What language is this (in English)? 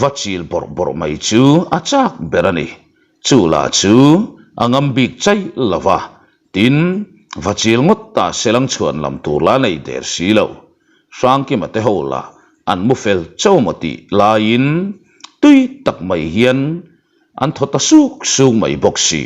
Mizo